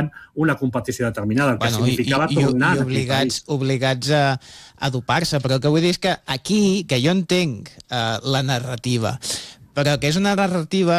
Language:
Catalan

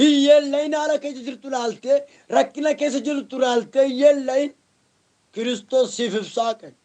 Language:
Oromo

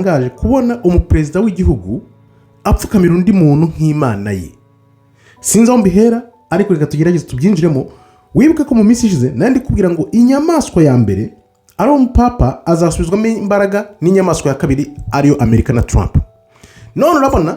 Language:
Kinyarwanda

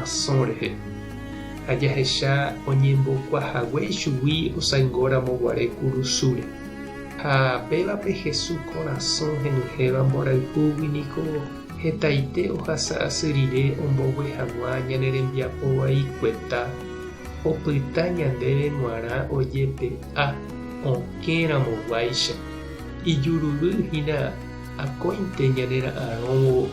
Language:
Guarani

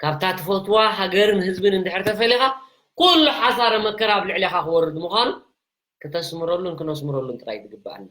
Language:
Tigrinya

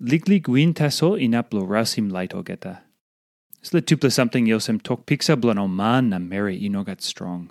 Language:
Tok Pisin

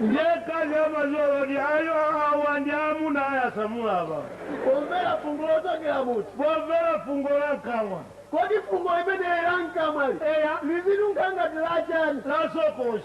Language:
Nyanja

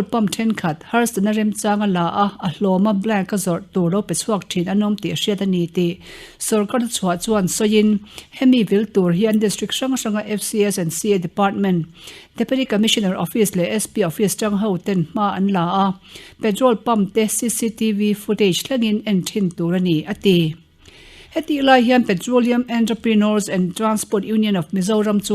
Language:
Mizo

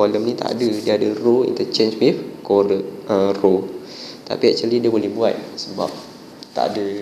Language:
Malay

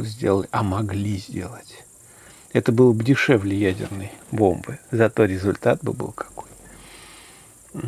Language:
Russian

